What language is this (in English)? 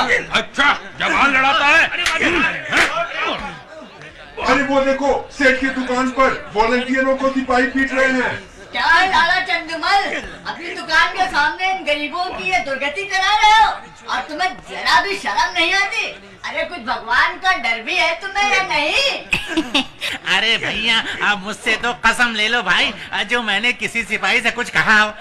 Hindi